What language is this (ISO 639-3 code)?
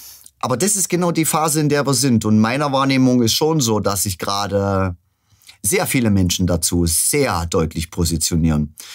deu